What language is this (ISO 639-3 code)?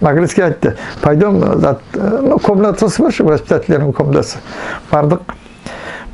nog